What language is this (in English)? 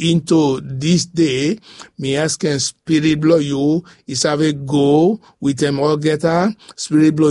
Bislama